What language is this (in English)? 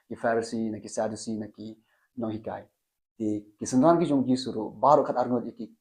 Khasi